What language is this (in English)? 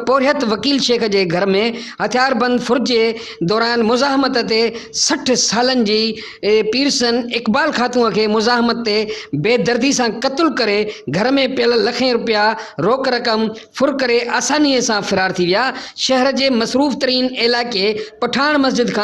Sindhi